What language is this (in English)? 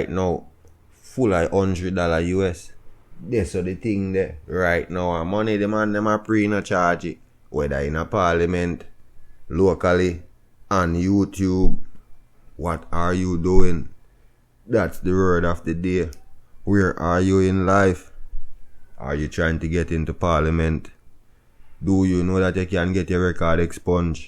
Jamaican Creole English